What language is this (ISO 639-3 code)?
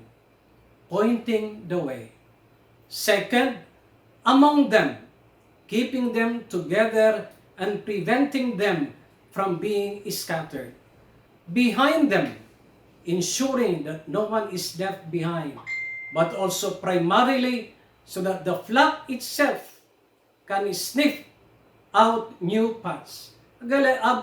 pag